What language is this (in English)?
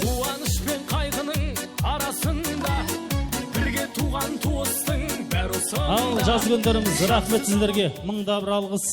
Kara-Kalpak